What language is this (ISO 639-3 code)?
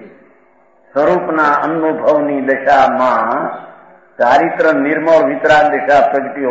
guj